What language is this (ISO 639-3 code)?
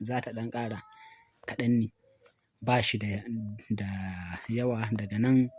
hau